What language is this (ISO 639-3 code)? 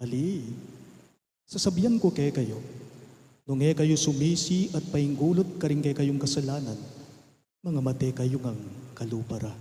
pam